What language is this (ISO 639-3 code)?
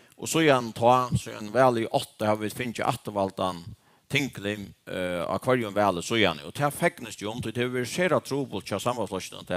fao